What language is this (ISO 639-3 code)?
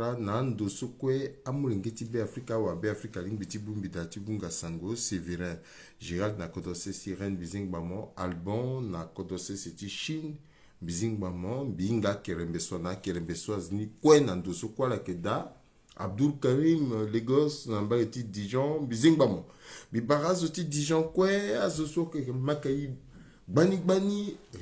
sag